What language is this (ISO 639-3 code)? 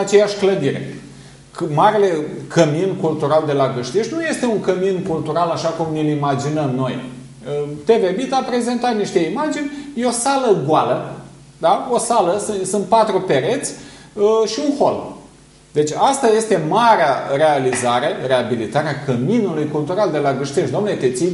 ron